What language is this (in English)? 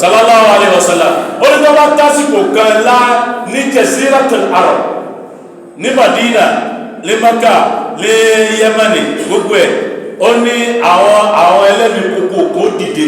Yoruba